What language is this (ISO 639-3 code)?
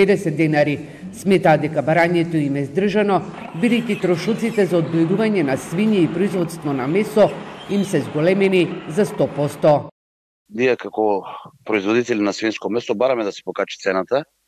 mkd